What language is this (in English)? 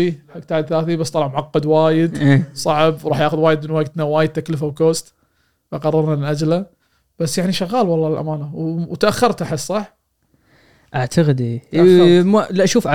Gulf Arabic